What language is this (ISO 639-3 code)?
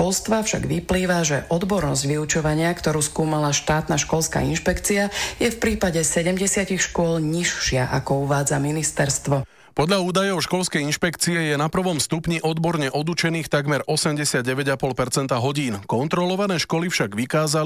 slk